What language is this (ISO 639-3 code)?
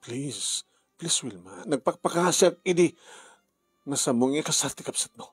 ilo